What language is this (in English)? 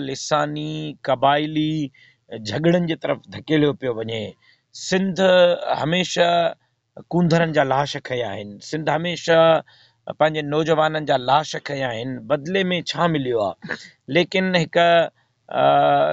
Sindhi